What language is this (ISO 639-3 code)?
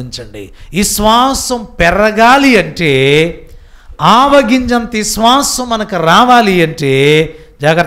tel